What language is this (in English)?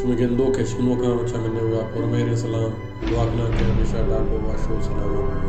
Baluchi